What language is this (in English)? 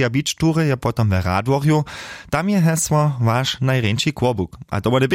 Upper Sorbian